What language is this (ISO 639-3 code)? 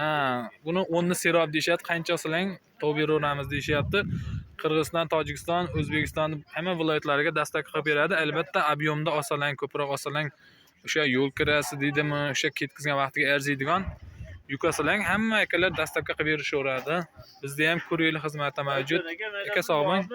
uzb